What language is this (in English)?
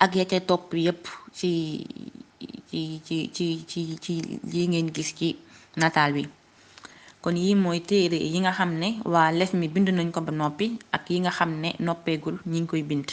Wolof